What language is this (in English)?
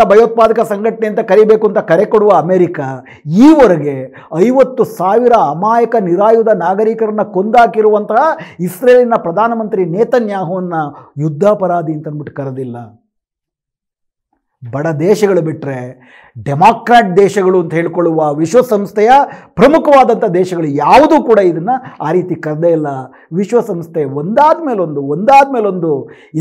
Kannada